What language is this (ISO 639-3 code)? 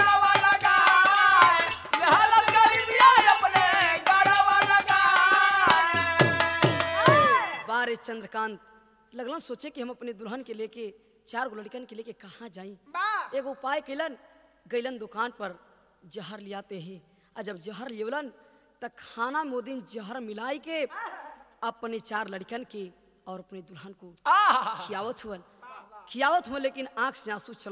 bho